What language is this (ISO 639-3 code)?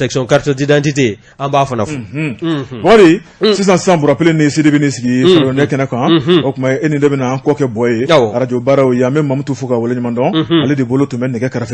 bam